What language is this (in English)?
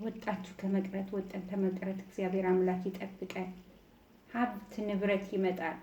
Amharic